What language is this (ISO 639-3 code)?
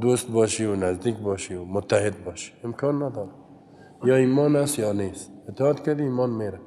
fas